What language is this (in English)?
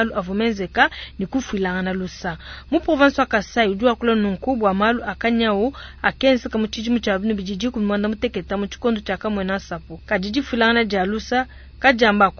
Luba-Lulua